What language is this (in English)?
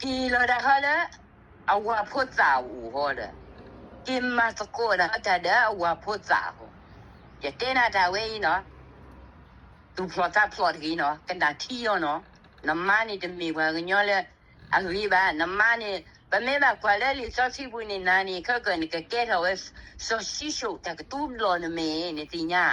S'gaw Karen